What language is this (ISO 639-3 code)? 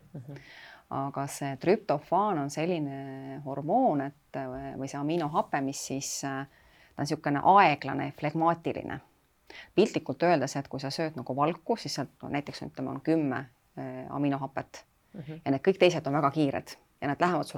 est